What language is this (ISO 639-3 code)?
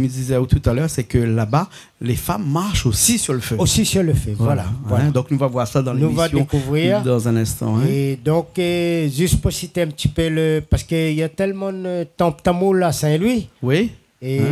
rcf